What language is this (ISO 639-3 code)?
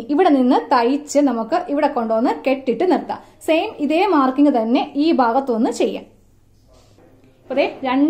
mal